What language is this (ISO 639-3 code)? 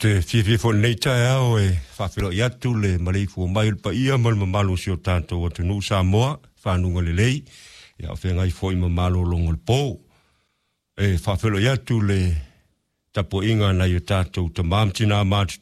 smo